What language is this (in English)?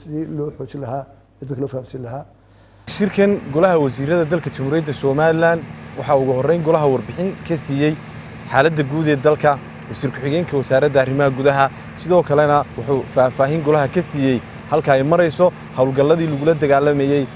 Somali